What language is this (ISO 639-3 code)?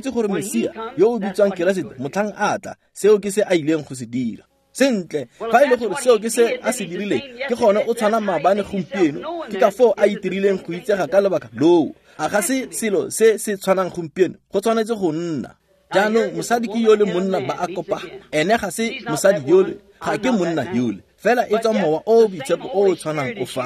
tsn